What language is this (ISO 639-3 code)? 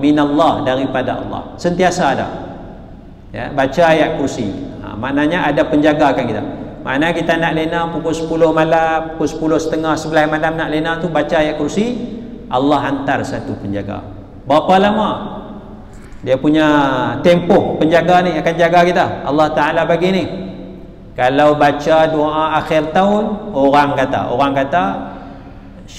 msa